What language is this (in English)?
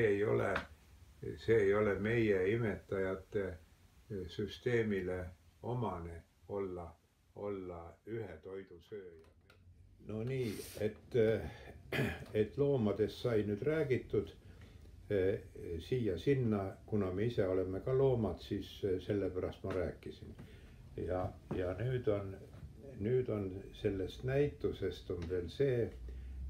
Estonian